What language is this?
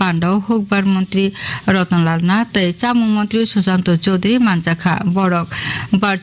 Kok Borok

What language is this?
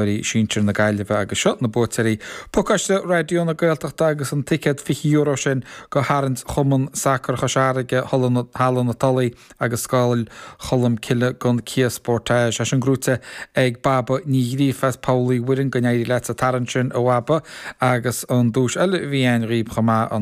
Irish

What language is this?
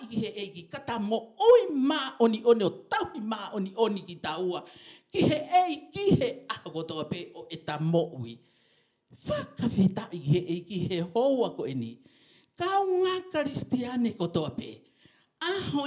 Tongan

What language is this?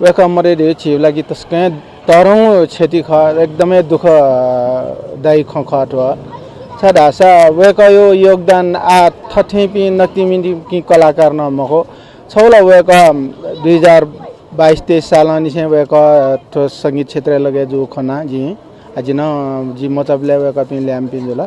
Newari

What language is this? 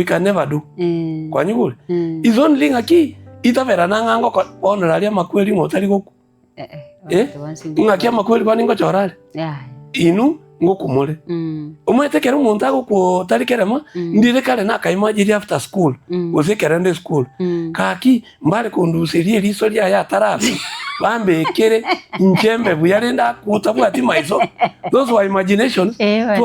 Gusii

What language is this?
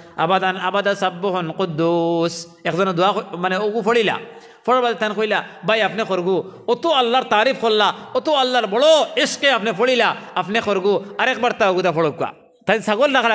Sylheti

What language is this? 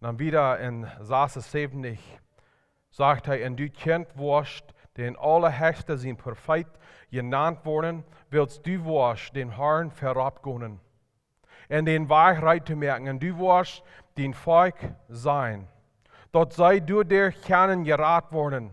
Plautdietsch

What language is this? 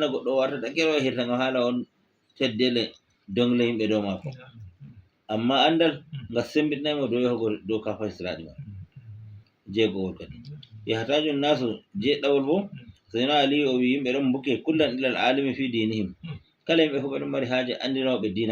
Fula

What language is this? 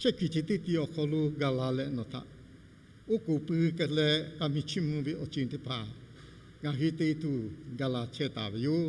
Lahu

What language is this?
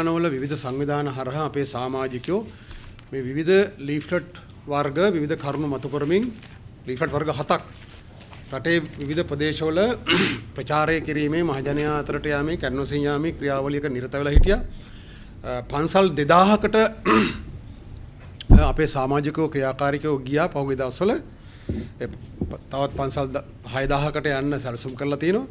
Sinhala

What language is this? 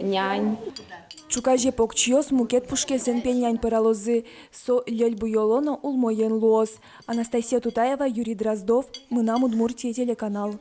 Udmurt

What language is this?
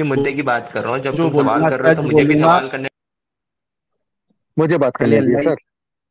Hindi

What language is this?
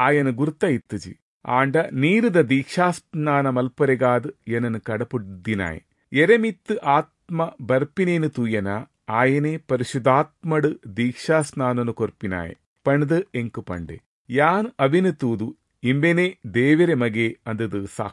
Tulu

